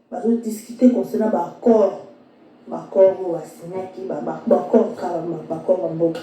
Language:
Lingala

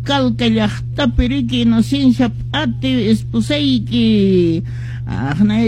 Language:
Quechua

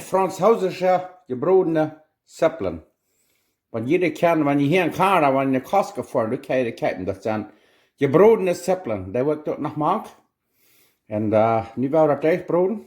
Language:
Plautdietsch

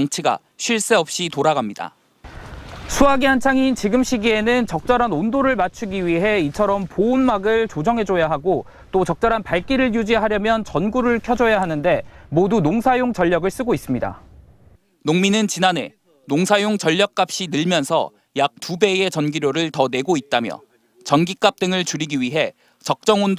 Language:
Korean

